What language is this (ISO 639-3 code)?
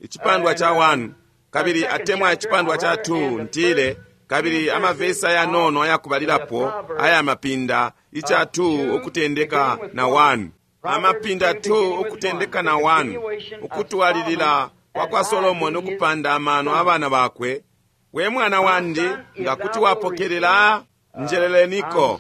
bem